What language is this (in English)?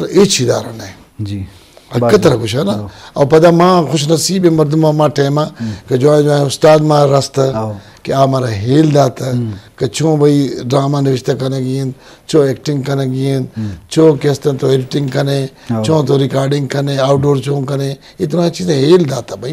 Eastern Balochi